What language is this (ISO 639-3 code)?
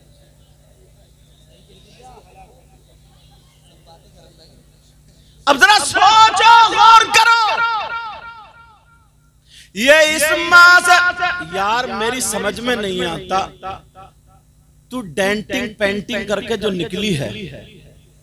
hin